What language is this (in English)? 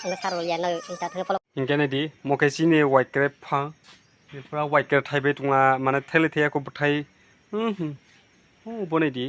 Kok Borok